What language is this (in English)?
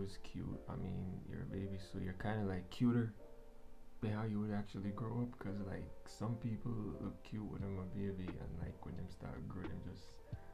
Jamaican Creole English